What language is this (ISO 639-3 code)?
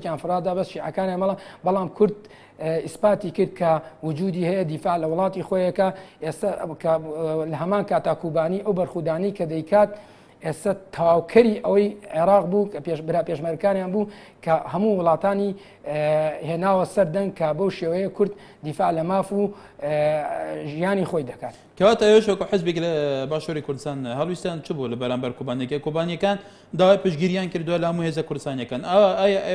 ckb